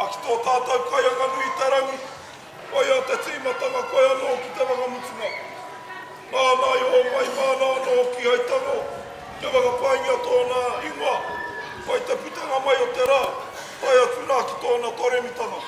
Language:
Māori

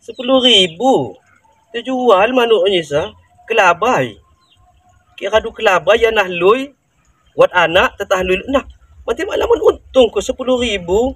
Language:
Lampung Api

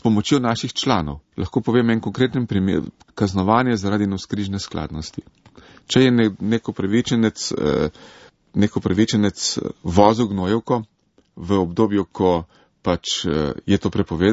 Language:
Slovenian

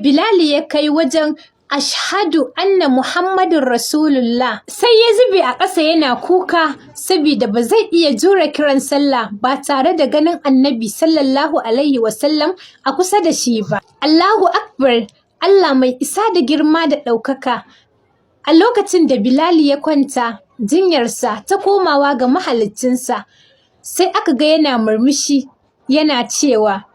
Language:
Hausa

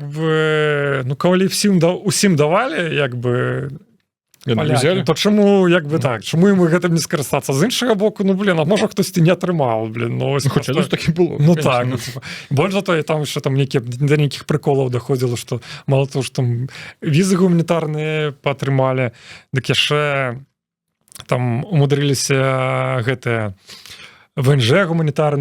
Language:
Belarusian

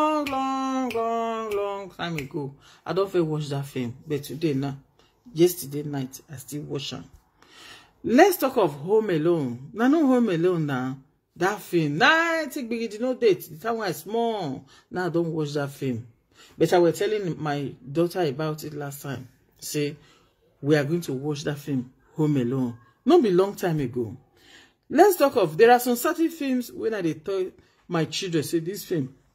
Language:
Nigerian Pidgin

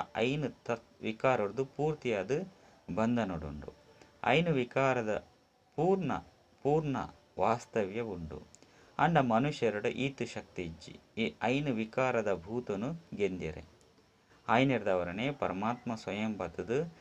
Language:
Tulu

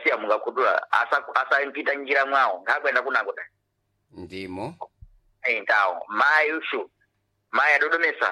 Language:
Sena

